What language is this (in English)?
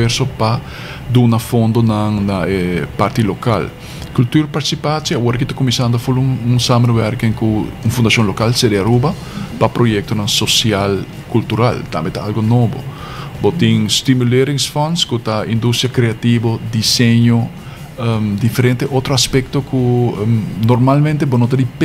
Papiamento